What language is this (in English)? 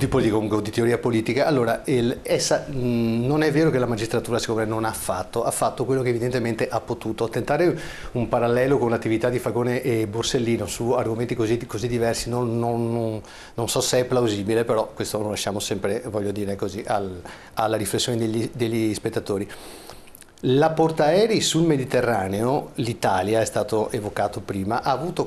Italian